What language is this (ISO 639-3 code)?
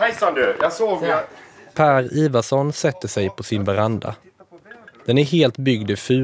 swe